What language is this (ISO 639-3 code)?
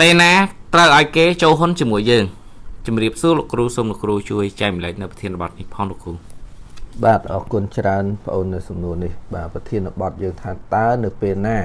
khm